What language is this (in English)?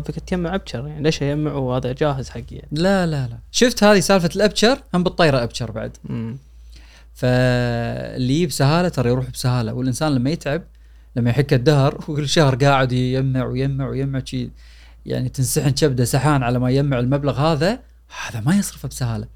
Gulf Arabic